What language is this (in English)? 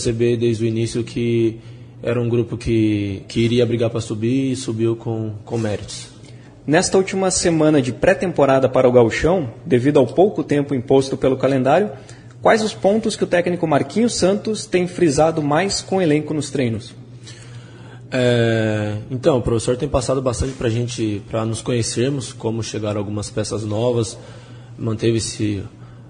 Portuguese